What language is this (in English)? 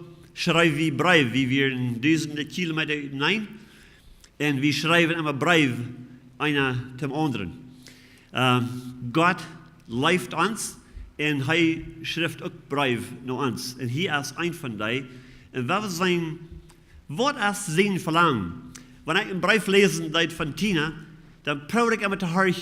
Plautdietsch